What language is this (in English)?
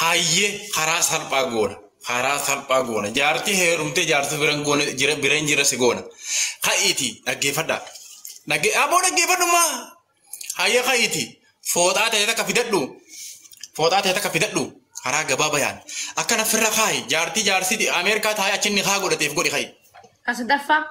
Oromo